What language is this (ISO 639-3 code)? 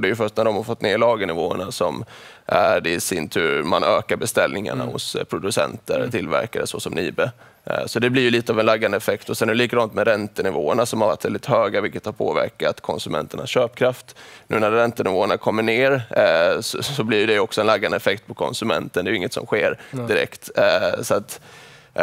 swe